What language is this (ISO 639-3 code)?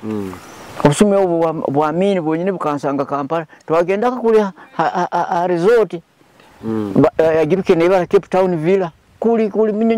nyo